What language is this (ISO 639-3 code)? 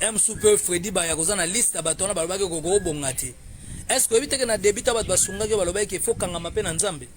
lin